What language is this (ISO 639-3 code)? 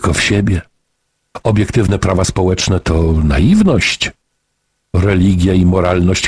pol